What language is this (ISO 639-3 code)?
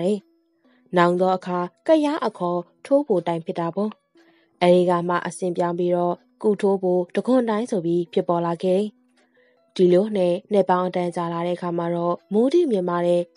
mya